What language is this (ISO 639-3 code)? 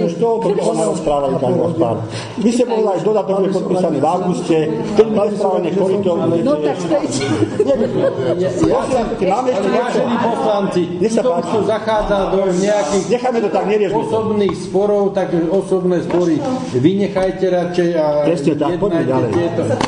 slk